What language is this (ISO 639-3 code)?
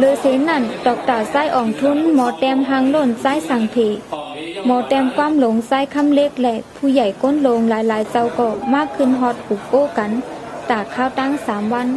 shn